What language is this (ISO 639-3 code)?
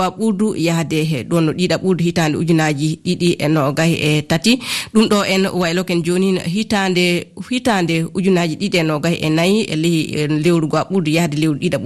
ful